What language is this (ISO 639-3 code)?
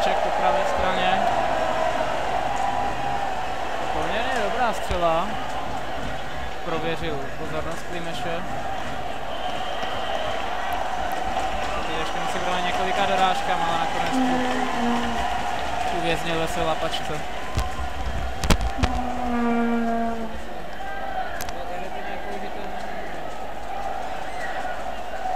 ces